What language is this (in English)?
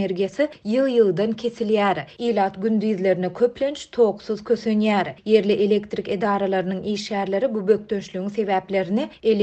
Turkmen